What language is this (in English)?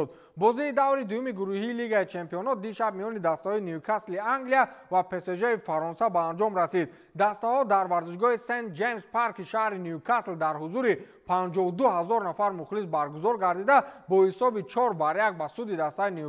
Tajik